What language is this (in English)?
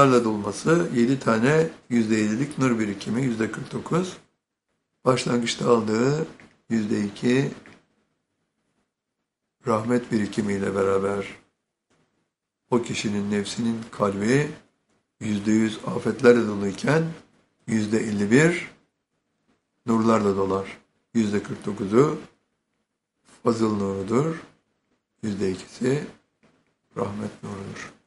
Turkish